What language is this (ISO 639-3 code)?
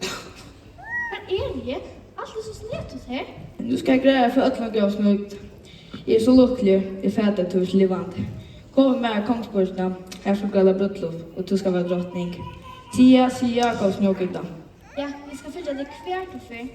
fao